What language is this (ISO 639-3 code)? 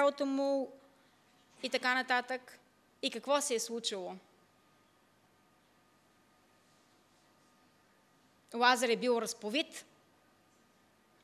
bul